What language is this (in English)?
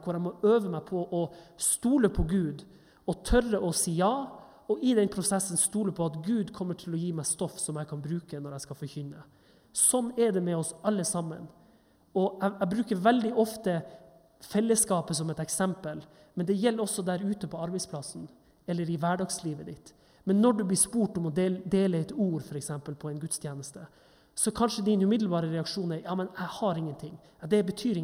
Norwegian